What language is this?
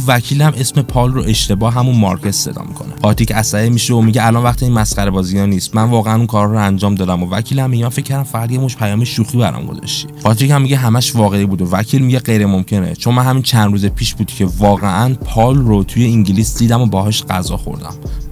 Persian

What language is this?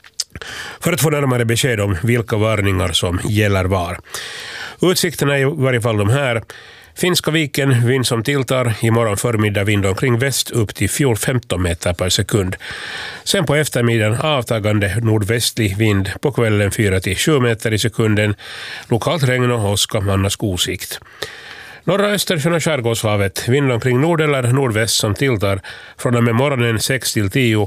Swedish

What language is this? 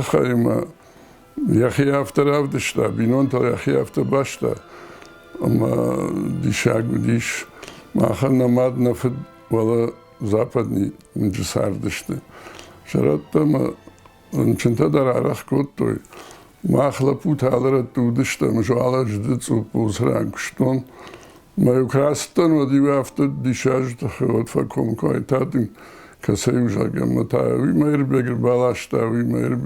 Ossetic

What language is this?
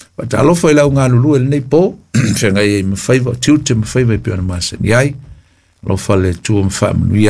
Samoan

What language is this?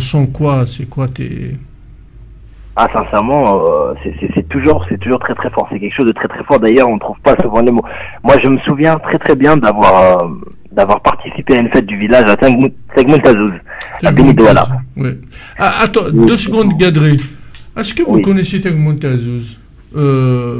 French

